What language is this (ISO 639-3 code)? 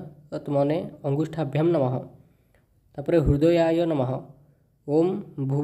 ori